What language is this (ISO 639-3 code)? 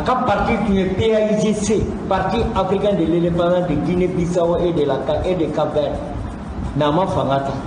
bam